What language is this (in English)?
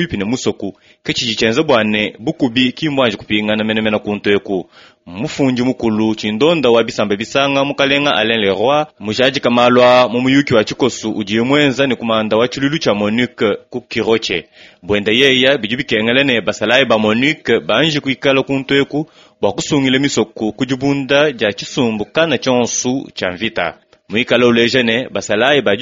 Luba-Lulua